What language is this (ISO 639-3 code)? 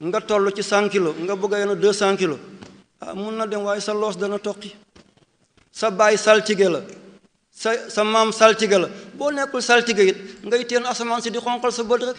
wol